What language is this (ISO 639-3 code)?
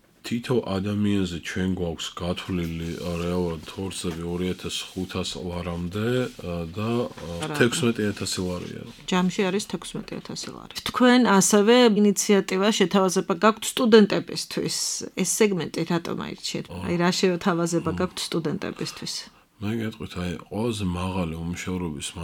kat